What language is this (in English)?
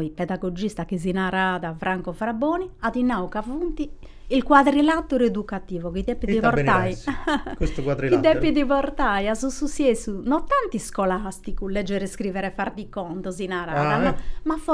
Sardinian